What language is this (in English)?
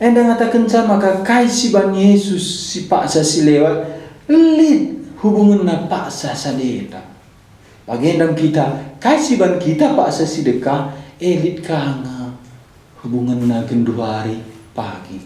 Batak Karo